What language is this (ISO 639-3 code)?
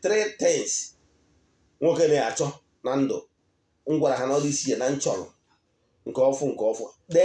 ibo